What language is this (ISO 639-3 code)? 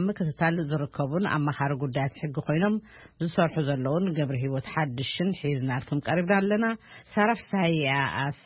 tir